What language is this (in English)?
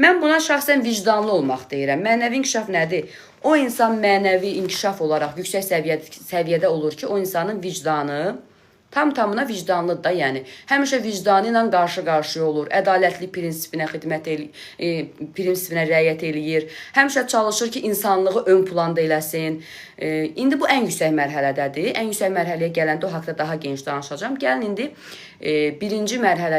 Azerbaijani